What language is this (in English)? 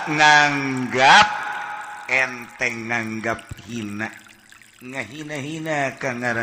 Sundanese